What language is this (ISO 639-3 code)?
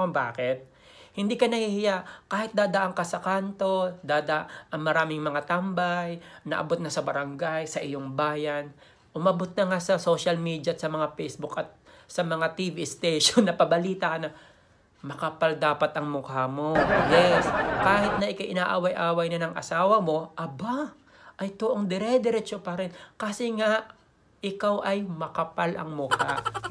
fil